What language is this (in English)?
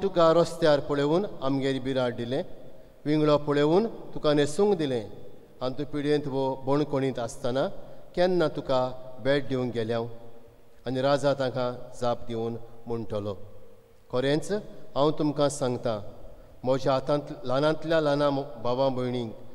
Konkani